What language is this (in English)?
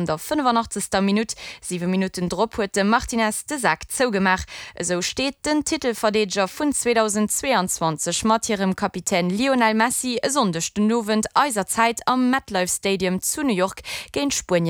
Luxembourgish